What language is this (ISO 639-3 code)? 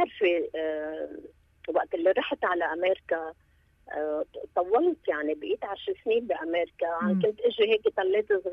apc